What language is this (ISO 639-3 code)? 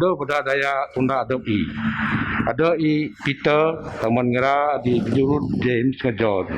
bth